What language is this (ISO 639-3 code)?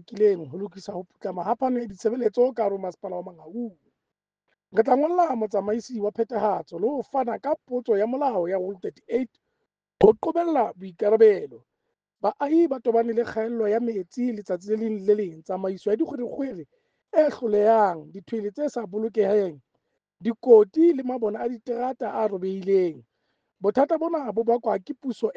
sot